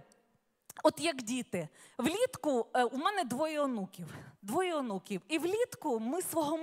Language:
Ukrainian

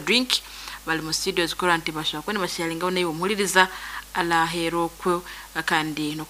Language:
Nyoro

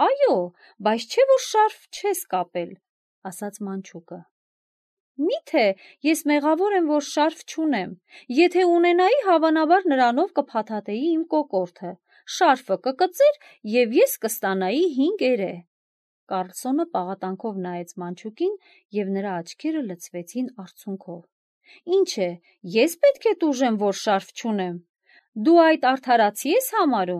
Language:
Armenian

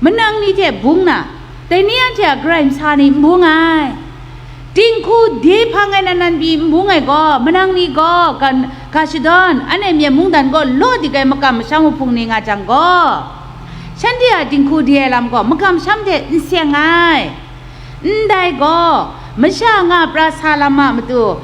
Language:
Kachin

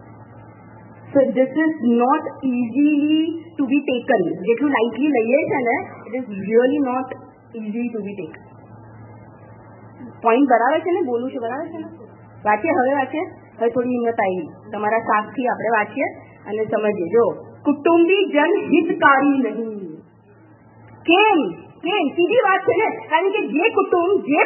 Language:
Gujarati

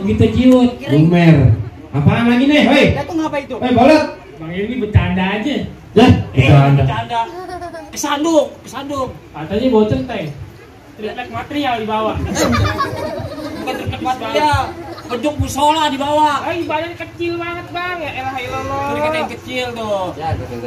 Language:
Betawi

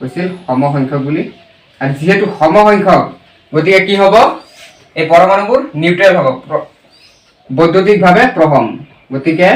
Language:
Assamese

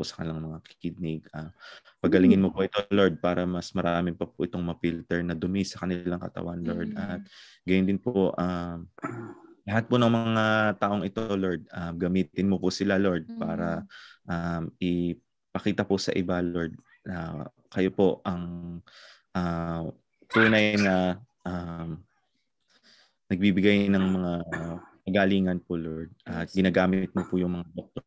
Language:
Filipino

